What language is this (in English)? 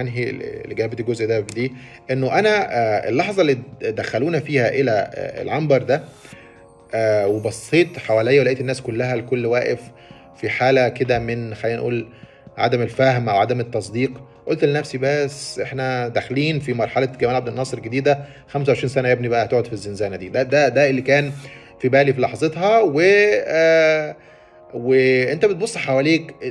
Egyptian Arabic